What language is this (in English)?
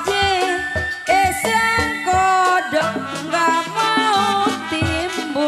Betawi